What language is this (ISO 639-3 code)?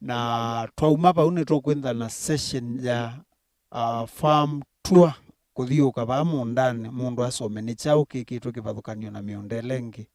kam